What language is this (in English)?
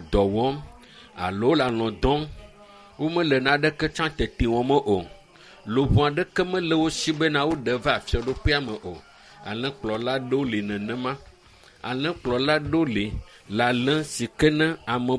Ewe